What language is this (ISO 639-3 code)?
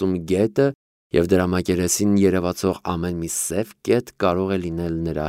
hye